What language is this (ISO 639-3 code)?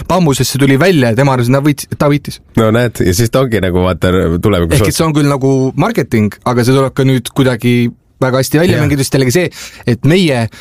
est